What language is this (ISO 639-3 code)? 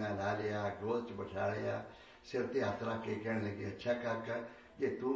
pan